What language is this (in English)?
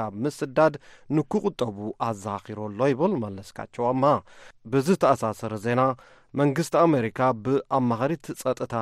Tigrinya